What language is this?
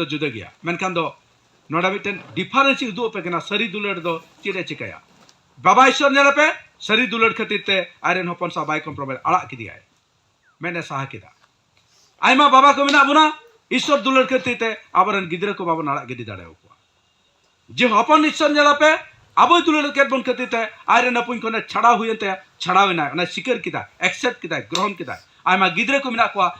Santali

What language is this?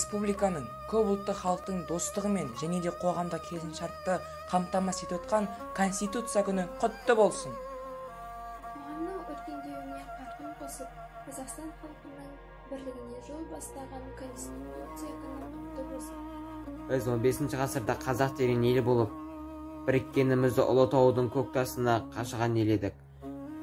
Kazakh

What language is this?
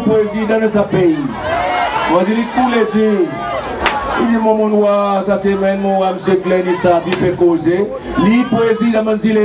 Seselwa Creole French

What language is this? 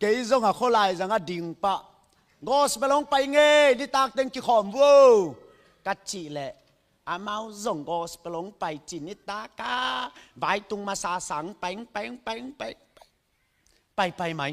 Tedim Chin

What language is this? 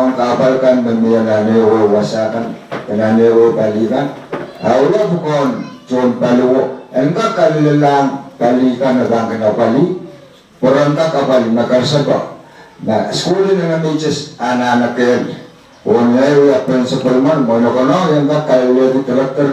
Pohnpeian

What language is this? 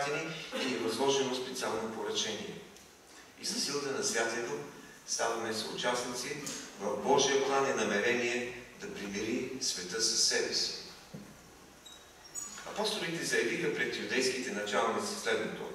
Bulgarian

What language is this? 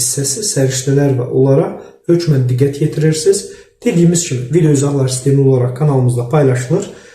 Azerbaijani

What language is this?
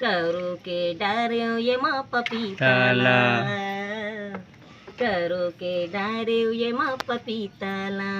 Chhattisgarhi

